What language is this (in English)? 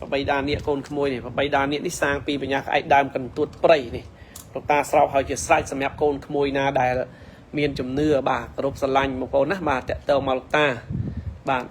Khmer